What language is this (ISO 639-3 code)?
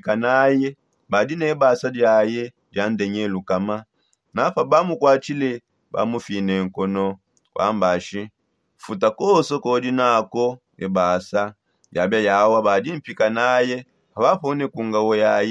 sop